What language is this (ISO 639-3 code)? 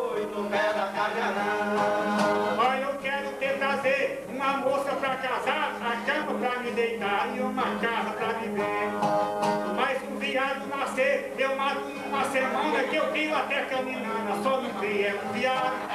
por